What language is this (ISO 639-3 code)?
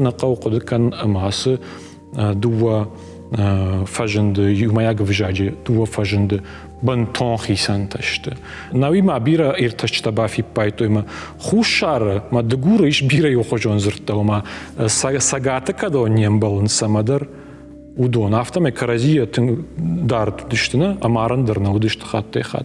oss